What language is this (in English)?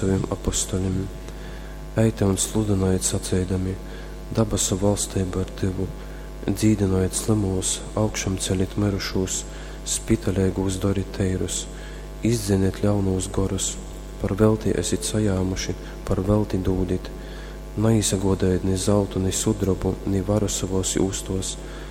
Latgalian